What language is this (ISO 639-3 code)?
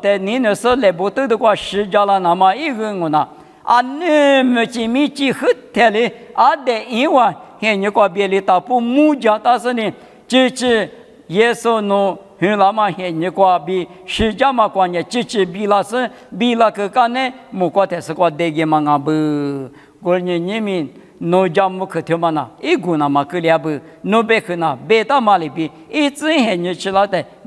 lis